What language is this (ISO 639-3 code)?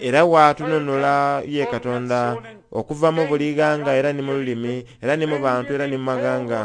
xog